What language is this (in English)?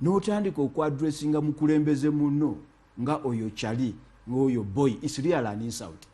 Ganda